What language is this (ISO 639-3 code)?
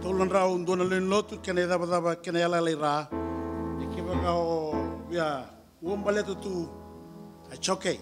fij